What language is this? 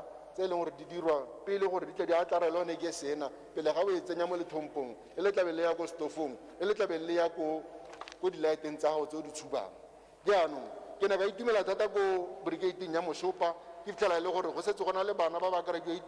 Tswana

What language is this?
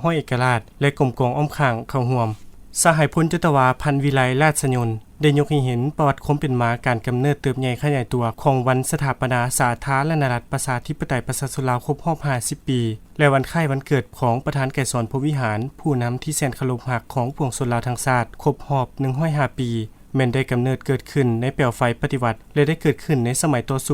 Lao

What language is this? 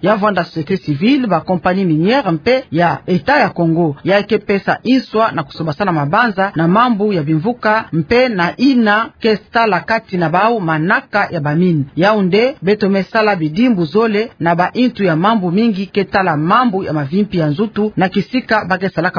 Kituba (Democratic Republic of Congo)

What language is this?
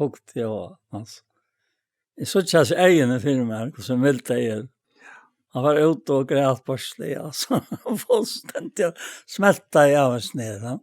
Faroese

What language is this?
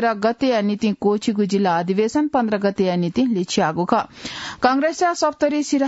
Newari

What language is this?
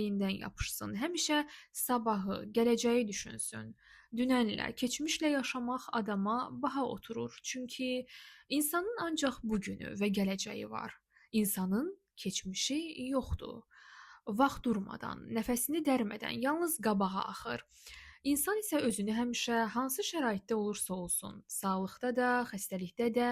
Azerbaijani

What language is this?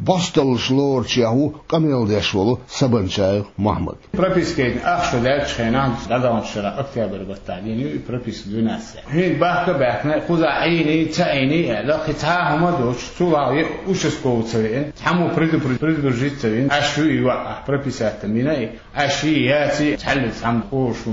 Chechen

